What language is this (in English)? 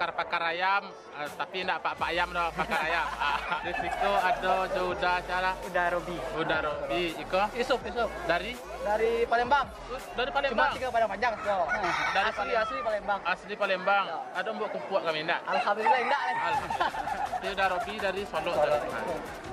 Minangkabau